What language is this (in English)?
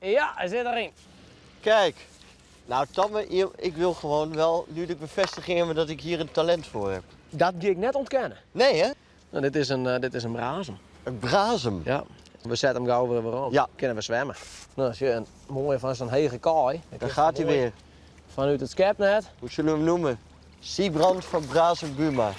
Western Frisian